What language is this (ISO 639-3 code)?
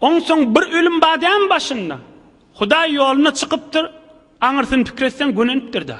tuk